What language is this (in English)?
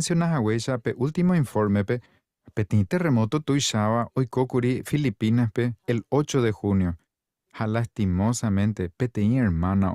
Guarani